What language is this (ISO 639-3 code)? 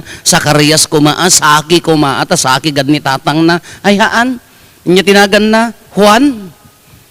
ilo